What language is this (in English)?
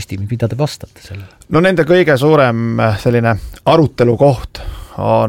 Estonian